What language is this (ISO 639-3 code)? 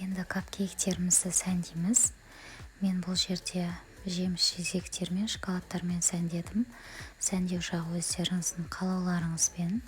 kaz